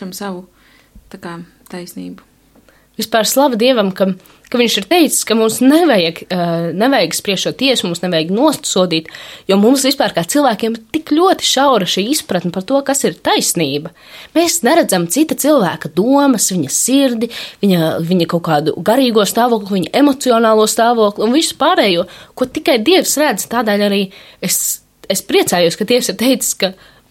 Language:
Latvian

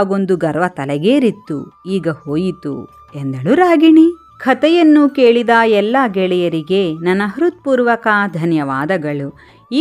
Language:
Kannada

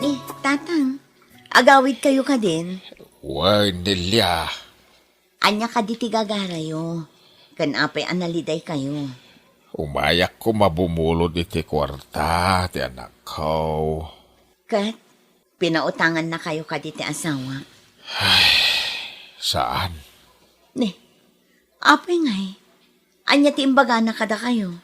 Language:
Iloko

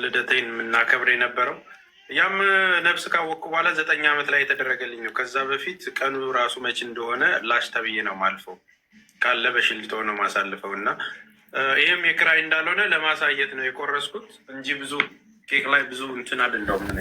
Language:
Amharic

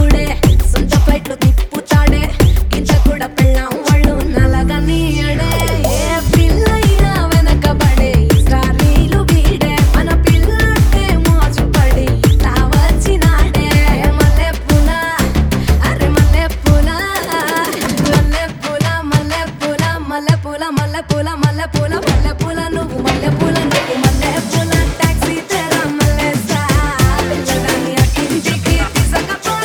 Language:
Telugu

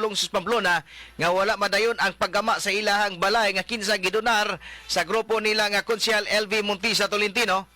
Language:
Cebuano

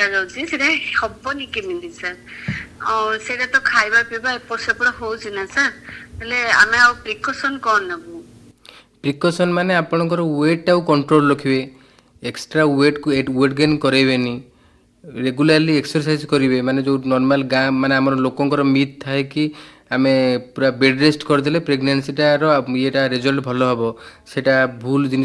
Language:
Odia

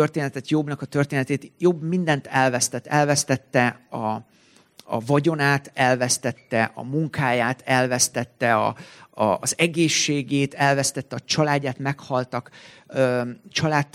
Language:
Hungarian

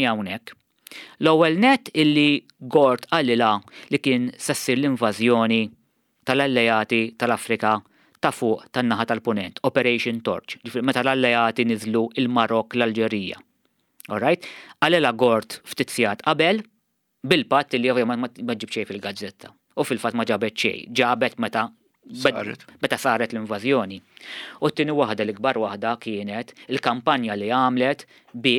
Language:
Maltese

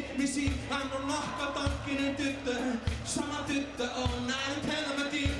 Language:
Finnish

